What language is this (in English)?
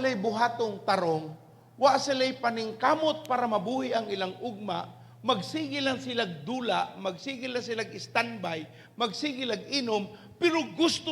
Cebuano